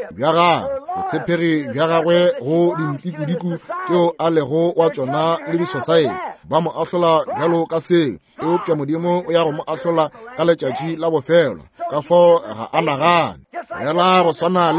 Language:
Northern Sotho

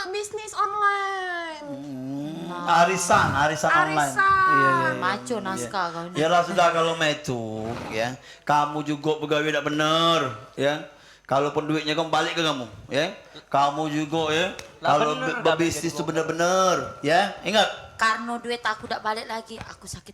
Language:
Musi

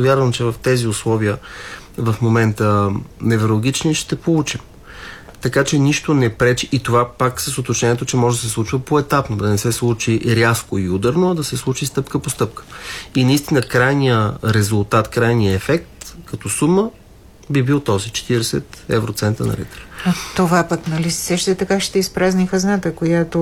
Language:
Bulgarian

